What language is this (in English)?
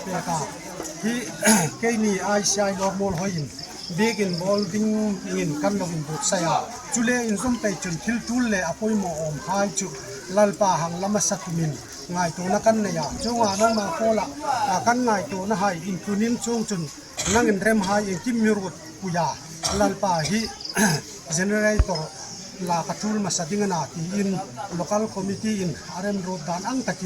Hmar